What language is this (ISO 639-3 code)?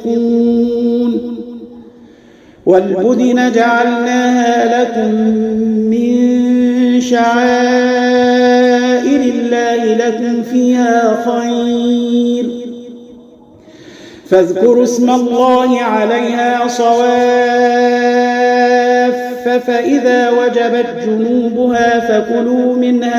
ara